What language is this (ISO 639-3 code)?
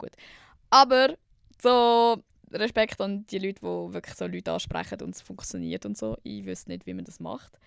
gsw